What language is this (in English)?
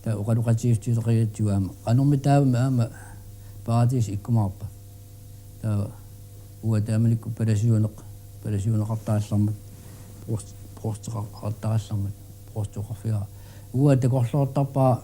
Kalaallisut